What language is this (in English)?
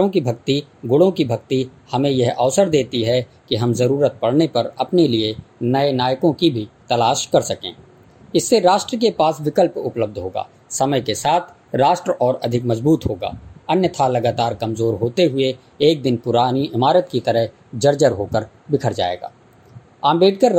Hindi